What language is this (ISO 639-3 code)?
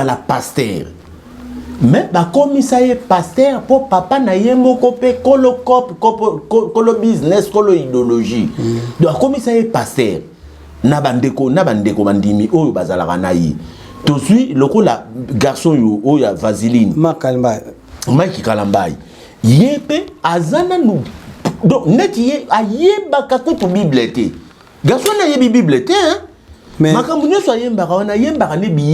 lin